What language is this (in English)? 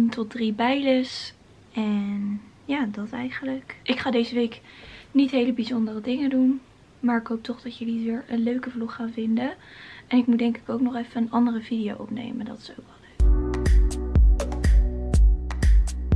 Dutch